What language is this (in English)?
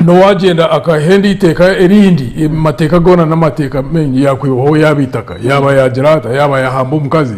Nyankole